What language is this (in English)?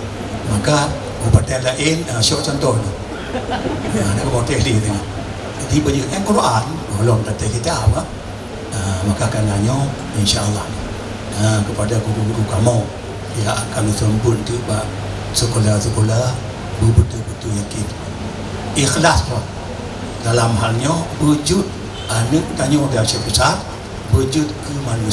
Achinese